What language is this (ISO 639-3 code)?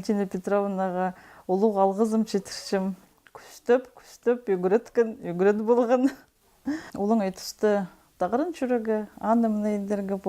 kjh